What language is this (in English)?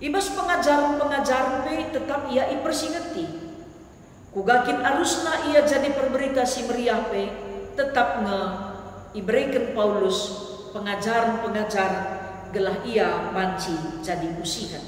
Batak Karo